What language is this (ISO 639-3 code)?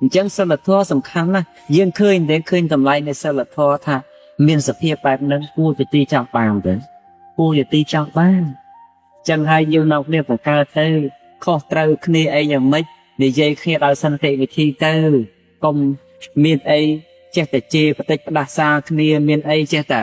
khm